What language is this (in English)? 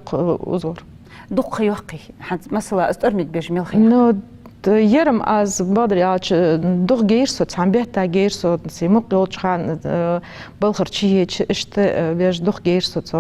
Ingush